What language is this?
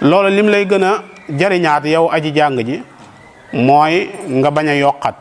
Wolof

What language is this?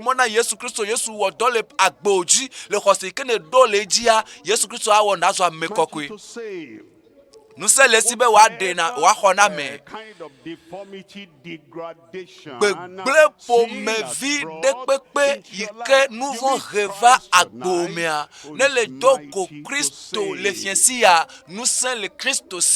Ewe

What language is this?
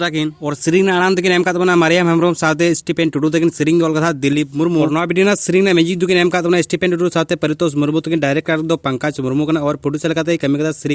Santali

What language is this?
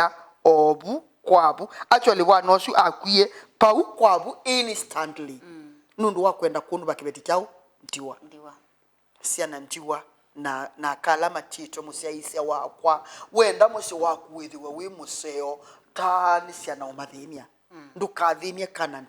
Kamba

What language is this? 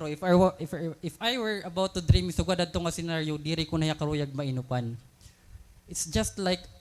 Waray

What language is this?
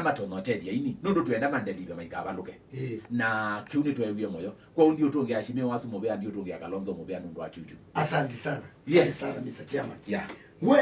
Kamba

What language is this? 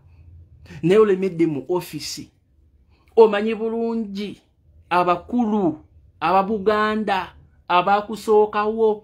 Ganda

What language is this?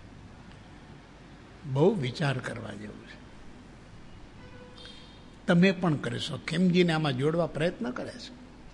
Gujarati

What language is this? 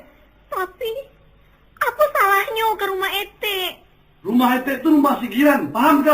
Minangkabau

